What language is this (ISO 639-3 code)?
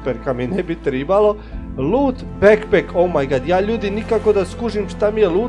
hrv